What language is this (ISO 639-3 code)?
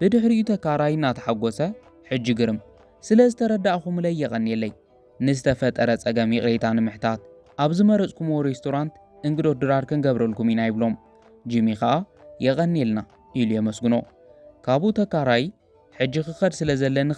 tir